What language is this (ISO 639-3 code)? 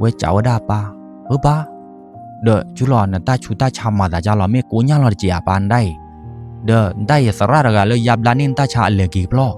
ksw